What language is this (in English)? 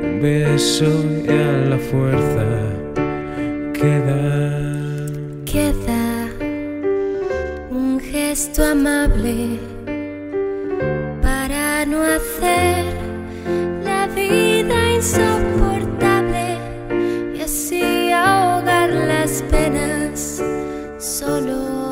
Spanish